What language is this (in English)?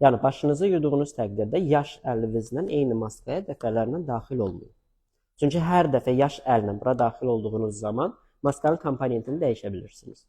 Azerbaijani